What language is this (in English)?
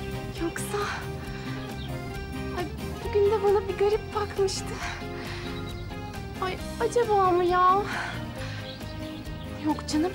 Turkish